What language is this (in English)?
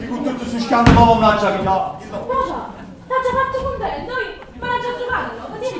Neapolitan